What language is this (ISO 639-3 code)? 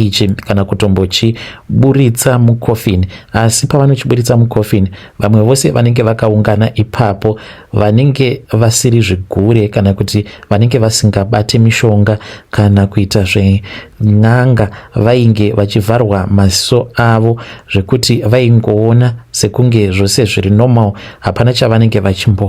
sna